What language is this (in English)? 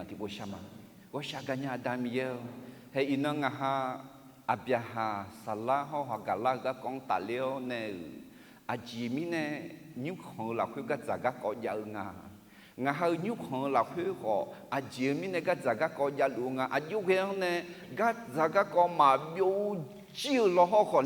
Akha